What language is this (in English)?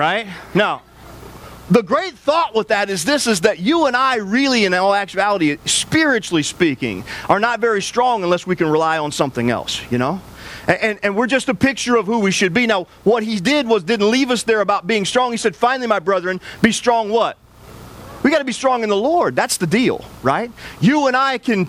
English